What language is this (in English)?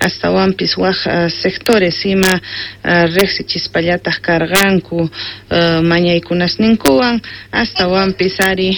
Quechua